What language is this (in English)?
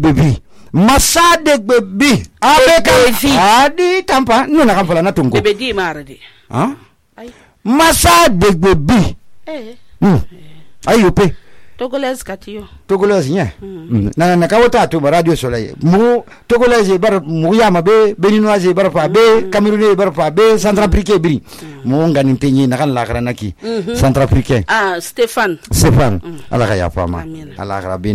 Susu